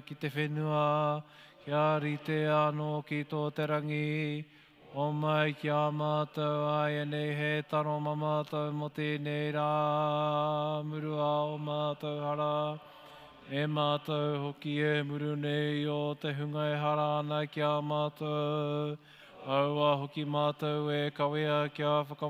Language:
Māori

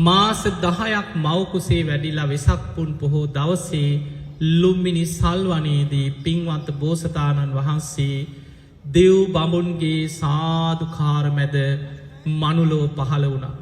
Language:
Sinhala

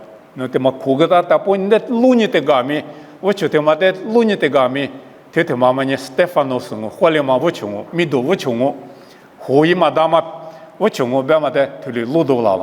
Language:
Lisu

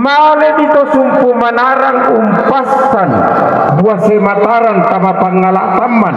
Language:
Toraja-Sa'dan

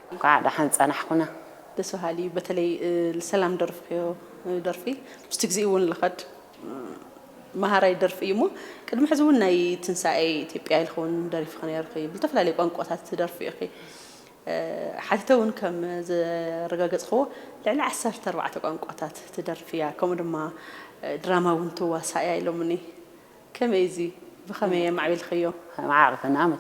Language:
Tigrinya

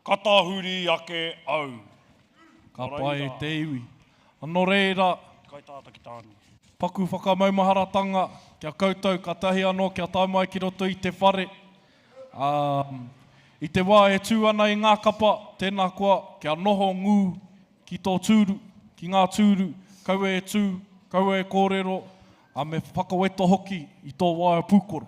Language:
Māori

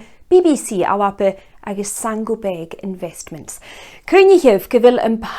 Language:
Scottish Gaelic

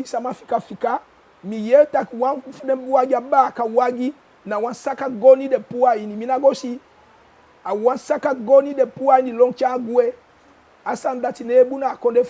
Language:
Eastern Maroon Creole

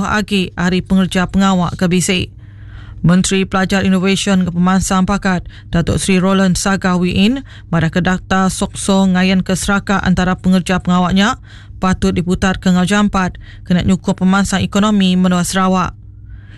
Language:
Iban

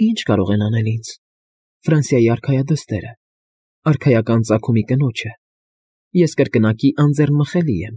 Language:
Armenian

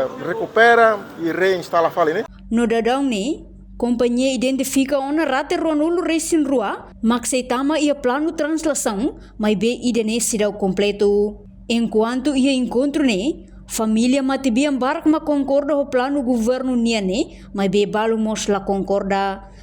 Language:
Tetum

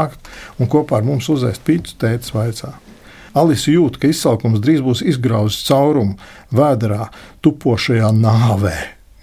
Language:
Latvian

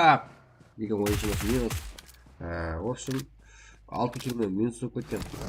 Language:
Kara-Kalpak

